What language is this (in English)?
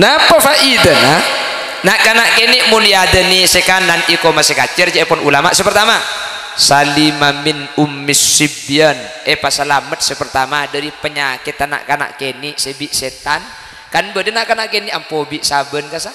Madurese